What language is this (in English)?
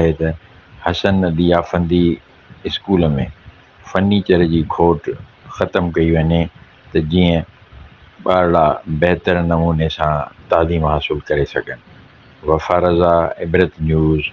Sindhi